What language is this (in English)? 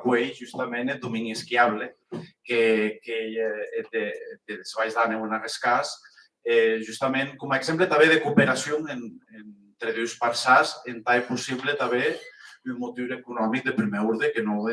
Occitan